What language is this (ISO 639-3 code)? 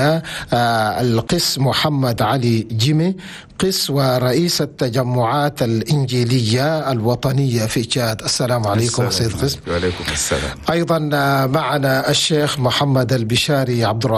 shu